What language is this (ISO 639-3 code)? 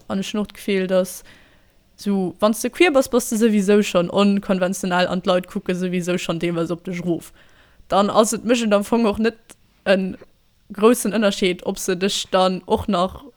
ltz